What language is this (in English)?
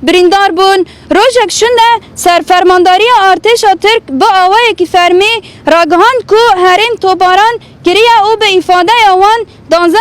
Kurdish